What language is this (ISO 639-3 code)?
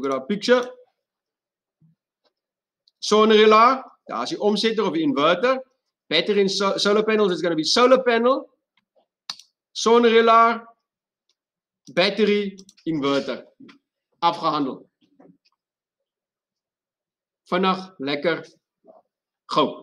afr